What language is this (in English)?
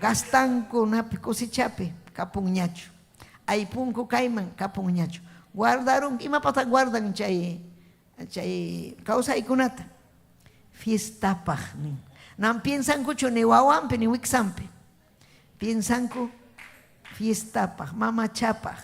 Ayacucho Quechua